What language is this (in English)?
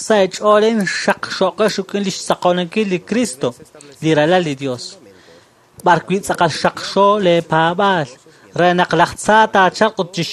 Kekchí